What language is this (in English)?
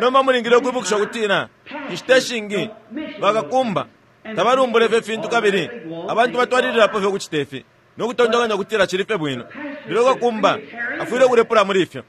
Bemba